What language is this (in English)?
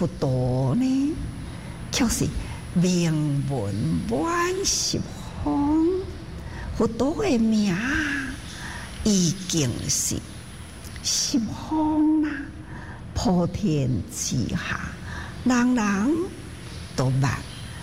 Chinese